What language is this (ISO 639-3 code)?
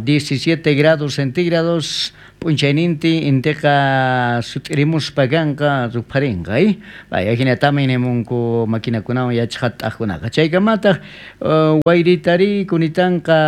quh